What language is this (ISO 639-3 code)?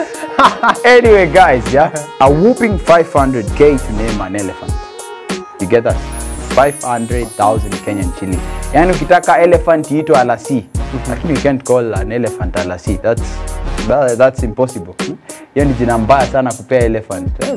swa